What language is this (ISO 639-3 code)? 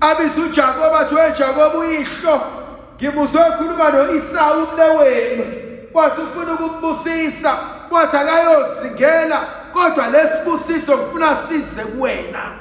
zul